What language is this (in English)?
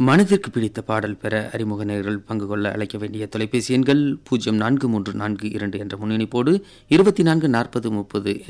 Tamil